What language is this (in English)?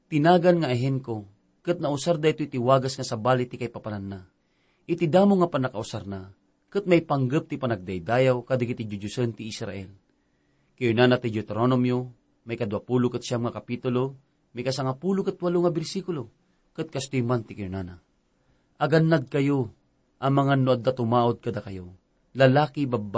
Iloko